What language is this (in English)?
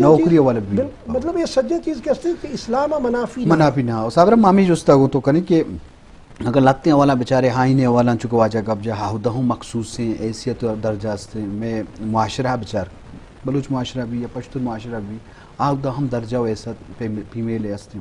Eastern Balochi